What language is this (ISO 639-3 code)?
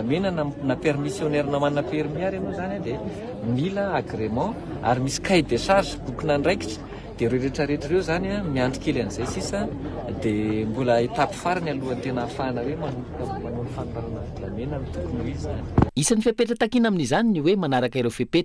mlg